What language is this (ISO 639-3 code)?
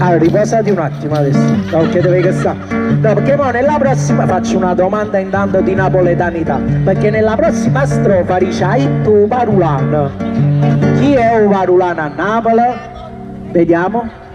nap